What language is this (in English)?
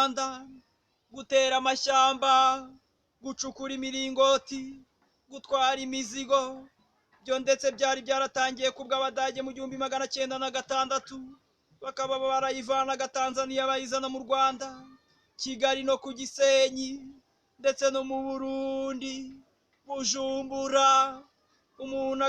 Kinyarwanda